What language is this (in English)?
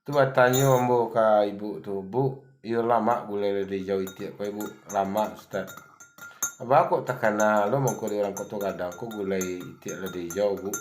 Minangkabau